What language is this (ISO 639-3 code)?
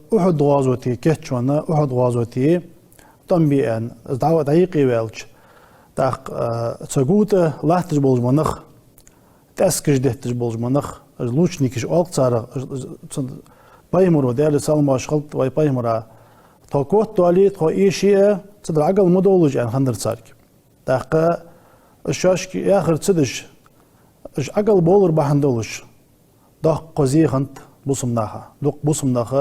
inh